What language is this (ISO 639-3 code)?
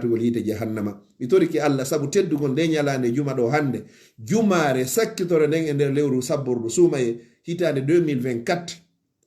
ful